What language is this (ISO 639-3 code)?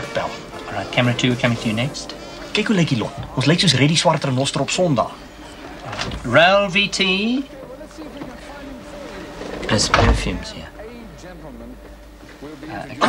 afr